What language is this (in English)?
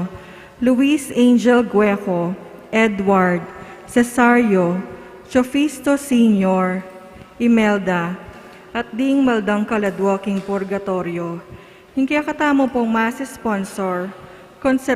Pampanga